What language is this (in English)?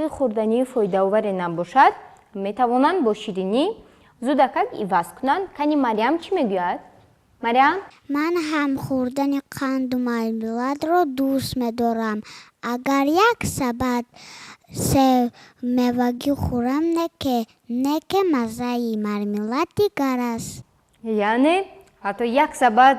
Tajik